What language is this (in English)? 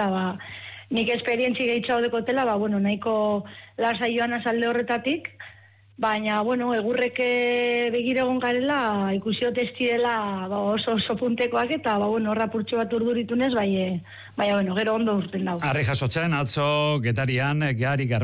Basque